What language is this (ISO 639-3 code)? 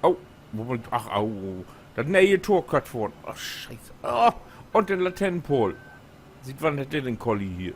nds